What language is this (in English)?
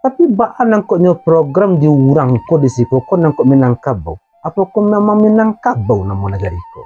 Minangkabau